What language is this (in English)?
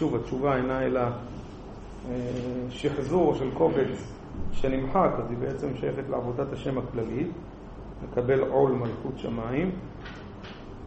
Hebrew